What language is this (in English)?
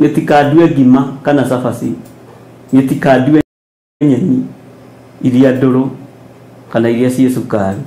Kikuyu